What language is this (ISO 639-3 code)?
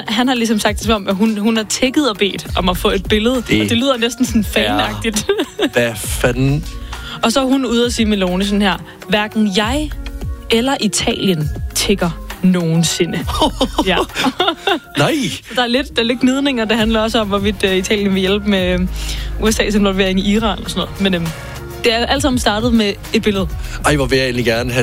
dan